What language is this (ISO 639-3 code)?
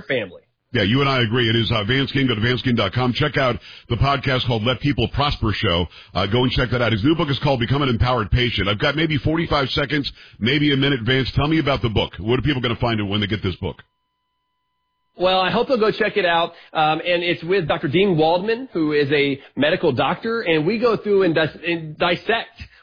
eng